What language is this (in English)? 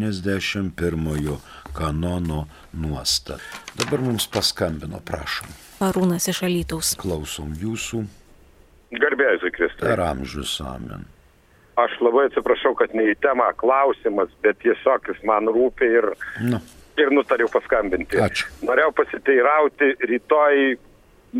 Lithuanian